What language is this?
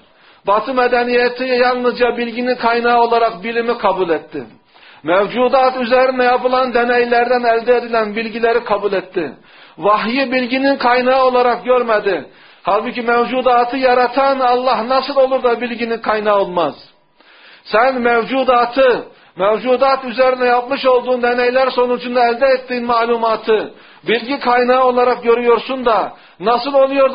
Turkish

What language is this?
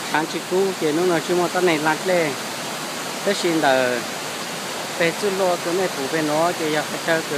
Hmong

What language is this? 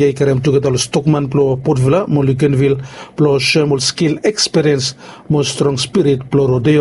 Bislama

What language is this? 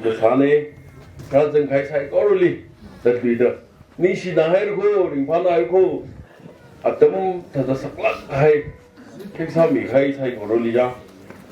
Tangkhul Naga (India)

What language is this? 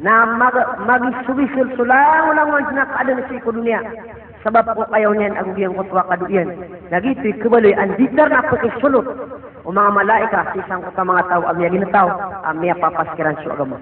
Maranao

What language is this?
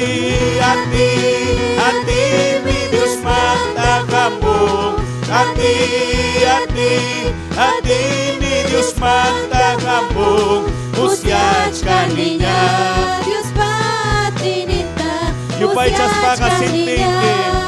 Ayacucho Quechua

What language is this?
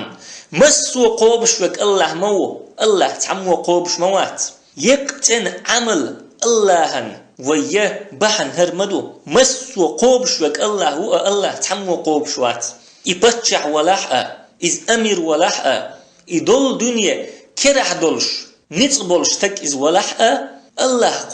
Chechen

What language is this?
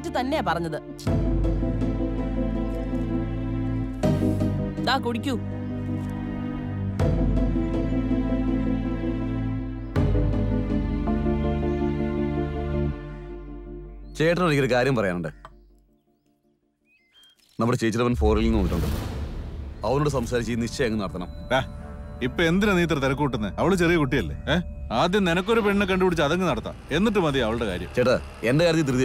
Malayalam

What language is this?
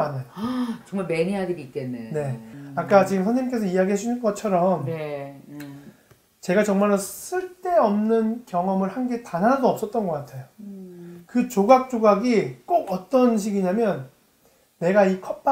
Korean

